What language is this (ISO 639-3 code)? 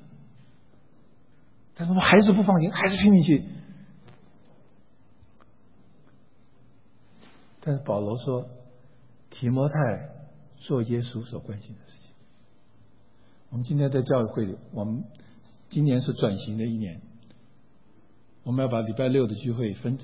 zho